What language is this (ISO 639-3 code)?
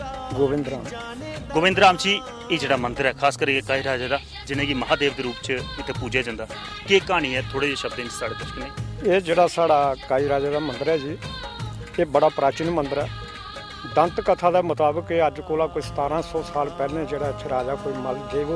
doi